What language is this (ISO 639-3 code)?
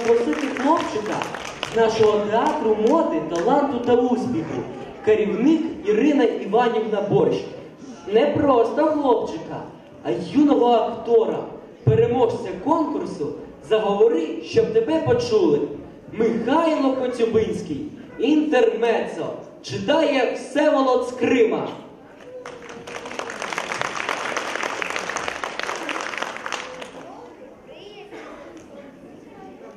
ukr